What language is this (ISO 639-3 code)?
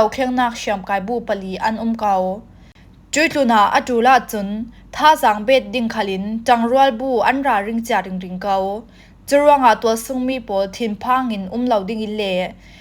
cfm